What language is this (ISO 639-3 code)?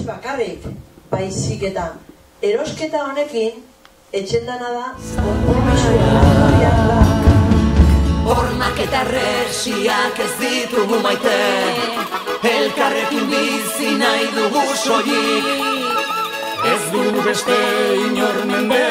eus